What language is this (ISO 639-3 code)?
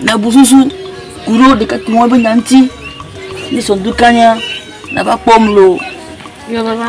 ewe